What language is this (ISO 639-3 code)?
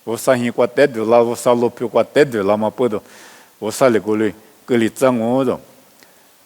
lis